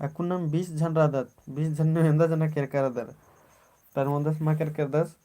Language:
Kurukh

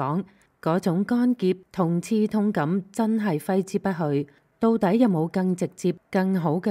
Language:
Cantonese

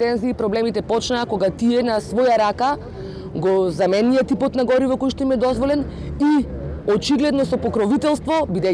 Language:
Macedonian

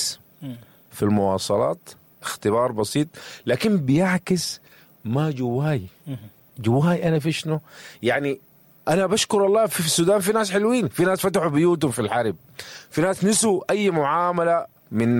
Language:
Sudanese Arabic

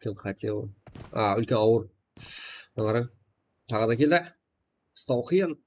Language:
Kara-Kalpak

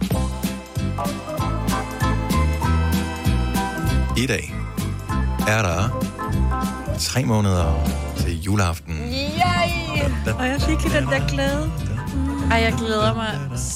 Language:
Danish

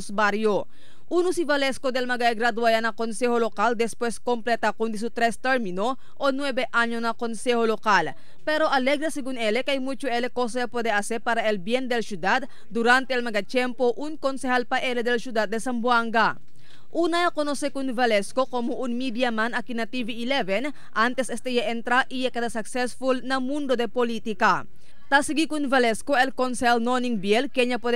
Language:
Chavacano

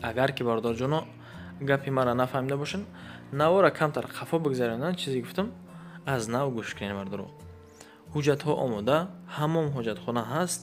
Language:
Tajik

